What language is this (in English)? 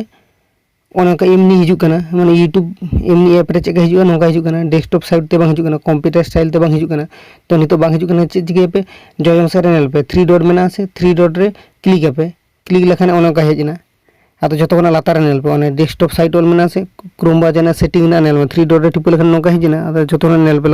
Santali